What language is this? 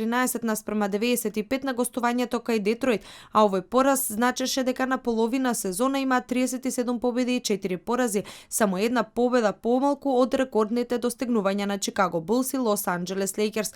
Macedonian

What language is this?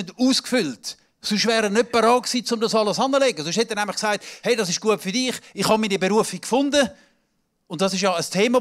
Swiss German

